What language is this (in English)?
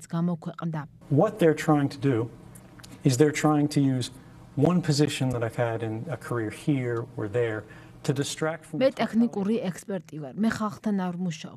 Georgian